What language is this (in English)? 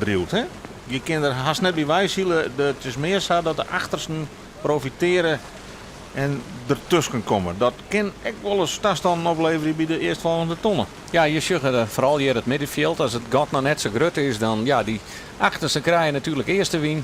Western Frisian